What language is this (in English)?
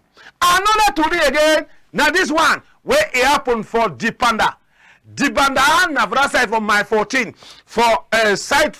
Cameroon Pidgin